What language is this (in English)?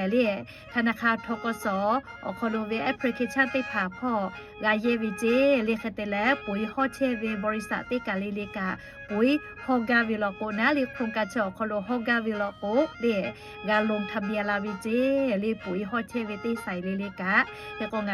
Lahu